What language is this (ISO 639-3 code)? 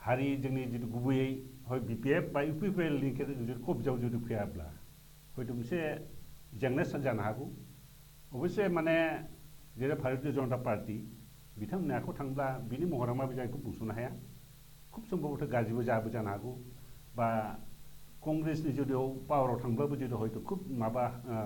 brx